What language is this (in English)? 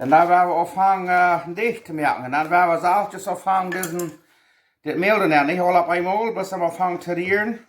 Plautdietsch